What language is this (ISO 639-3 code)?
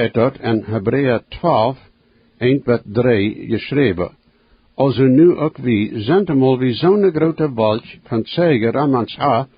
pdt